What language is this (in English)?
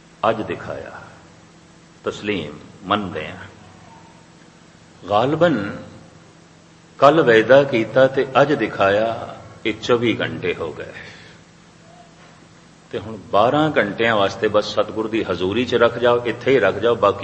Punjabi